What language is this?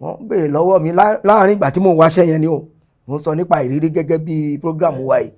Yoruba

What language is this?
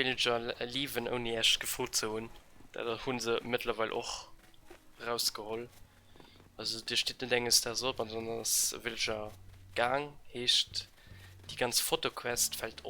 Luxembourgish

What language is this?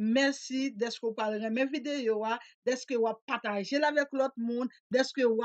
Haitian Creole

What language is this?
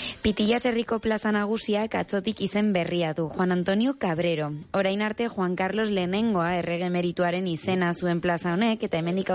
Basque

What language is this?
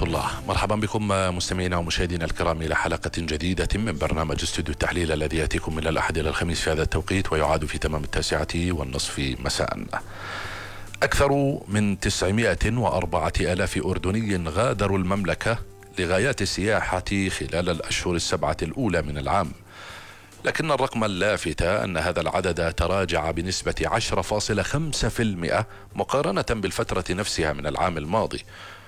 Arabic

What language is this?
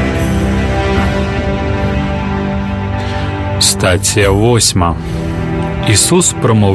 Ukrainian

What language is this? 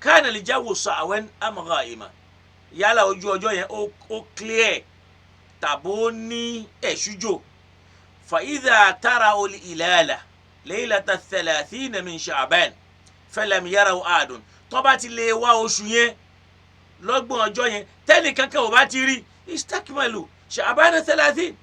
Yoruba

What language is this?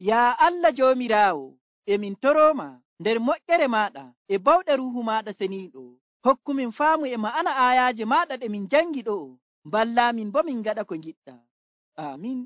Nigerian Fulfulde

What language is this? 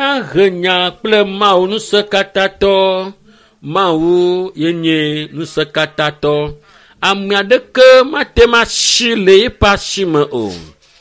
Ewe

